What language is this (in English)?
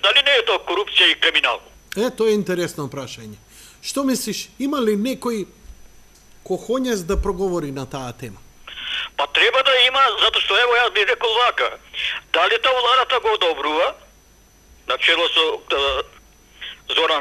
Macedonian